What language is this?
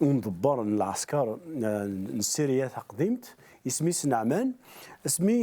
Kabyle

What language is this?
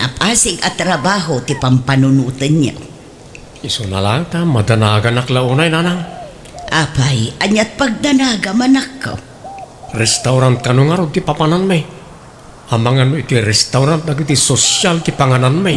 Iloko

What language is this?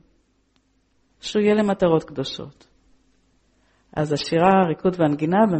Hebrew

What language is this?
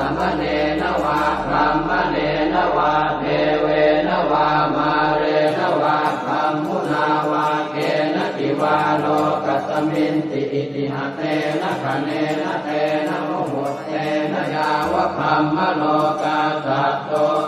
Pali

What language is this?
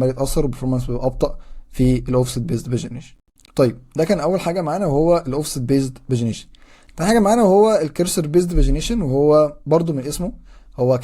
Egyptian Arabic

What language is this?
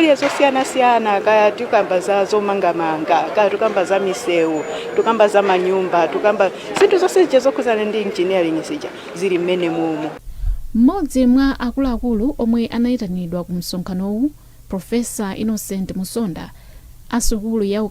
Nyanja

